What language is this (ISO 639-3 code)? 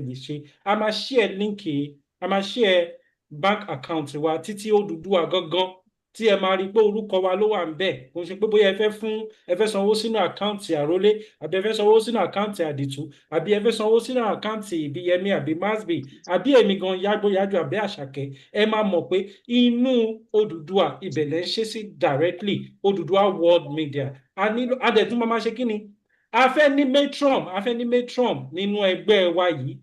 yor